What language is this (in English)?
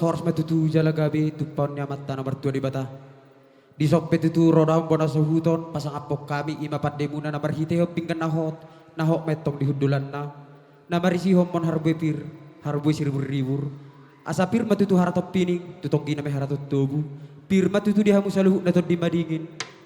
Batak Toba